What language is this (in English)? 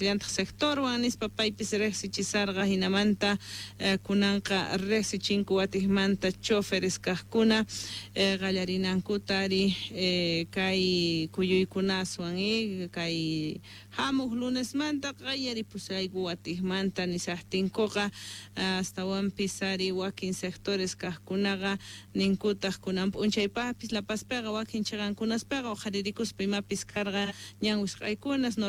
Quechua